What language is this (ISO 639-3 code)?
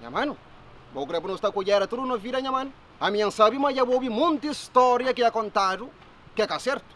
kea